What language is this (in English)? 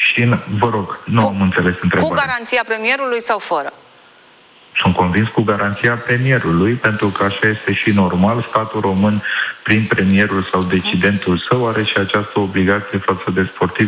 Romanian